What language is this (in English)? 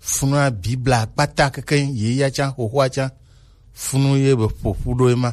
Gen